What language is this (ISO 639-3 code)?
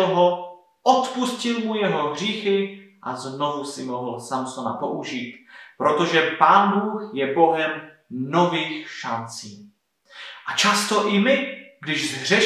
ces